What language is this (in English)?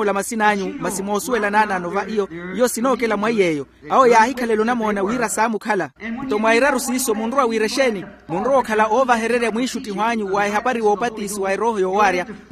Makhuwa